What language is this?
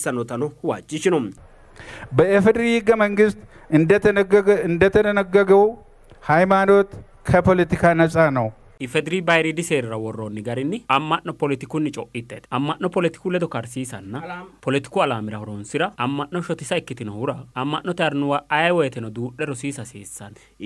Sidamo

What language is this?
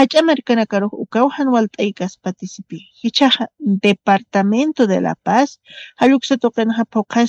Aymara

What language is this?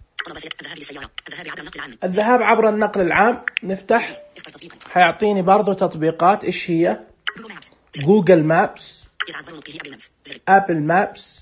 Najdi Arabic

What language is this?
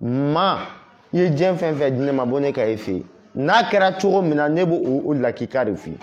Bambara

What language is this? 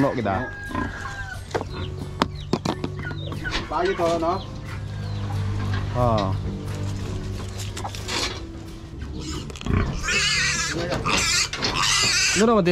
Filipino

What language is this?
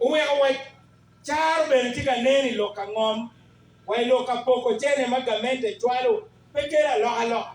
Acoli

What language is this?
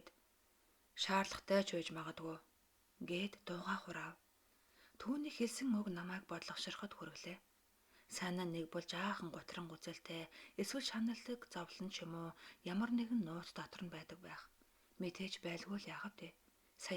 Mongolian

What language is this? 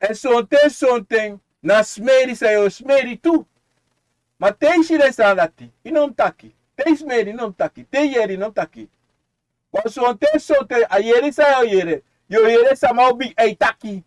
Sranan Tongo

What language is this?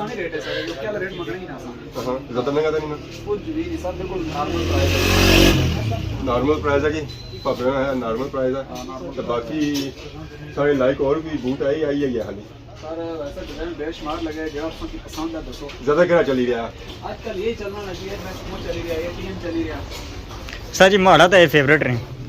Pahari-Potwari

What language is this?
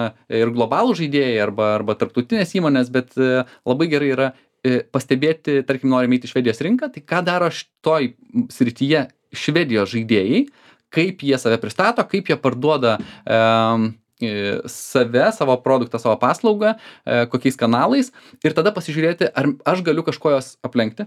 Lithuanian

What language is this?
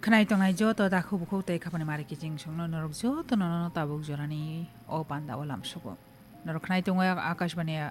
Kok Borok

